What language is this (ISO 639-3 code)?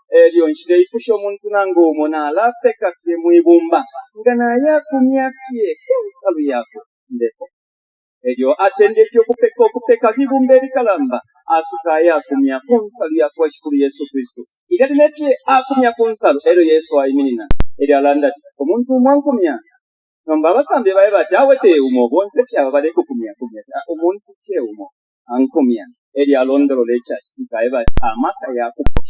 bem